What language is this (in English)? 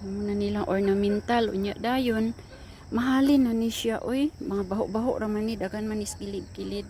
Cebuano